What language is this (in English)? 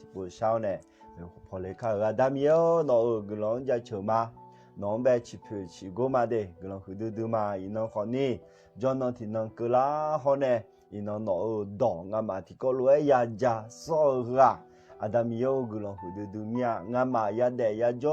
Akha